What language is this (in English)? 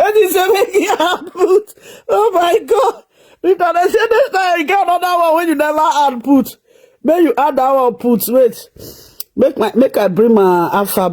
Nigerian Pidgin